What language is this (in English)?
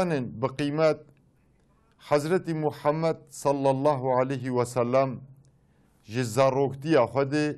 Kurdish